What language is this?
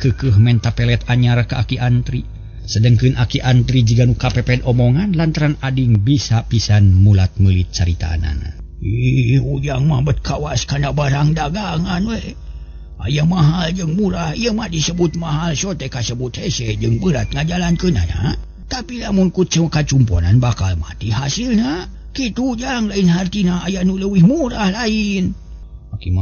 Sundanese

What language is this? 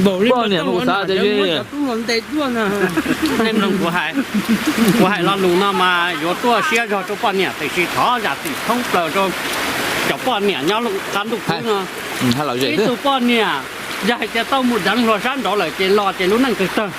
Hmong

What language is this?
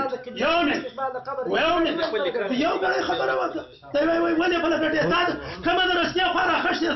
Pashto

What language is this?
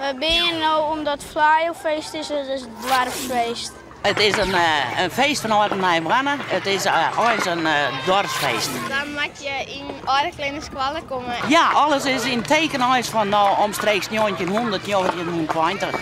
Western Frisian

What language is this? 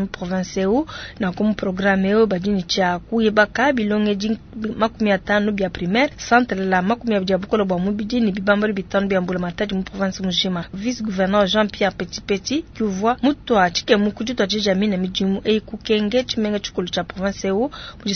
Luba-Lulua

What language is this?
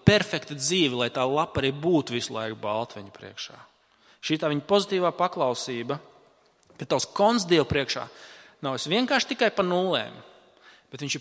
Latvian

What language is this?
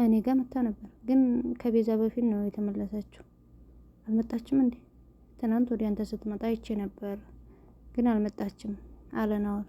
Amharic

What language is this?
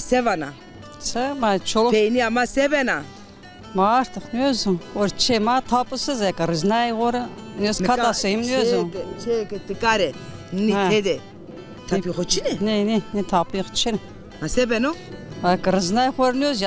Zaza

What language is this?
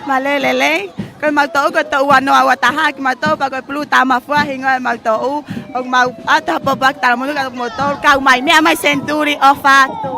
Tongan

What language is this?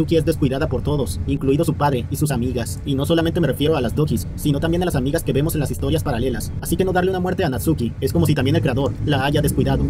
Spanish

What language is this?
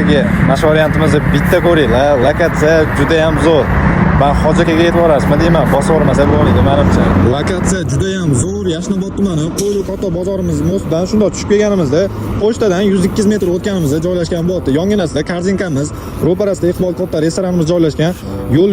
Uzbek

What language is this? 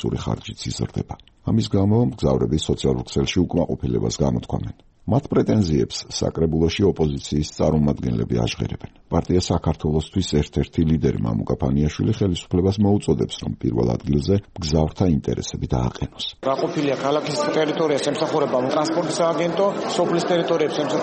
Georgian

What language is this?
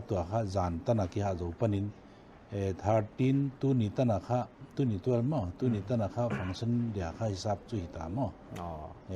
Paite Chin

